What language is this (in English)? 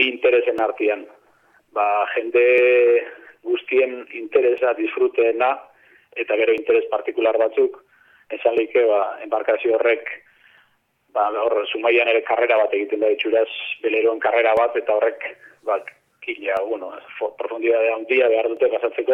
Basque